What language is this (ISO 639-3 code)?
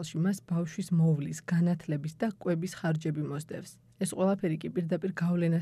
kat